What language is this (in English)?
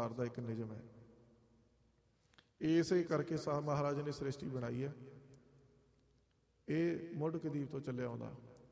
Punjabi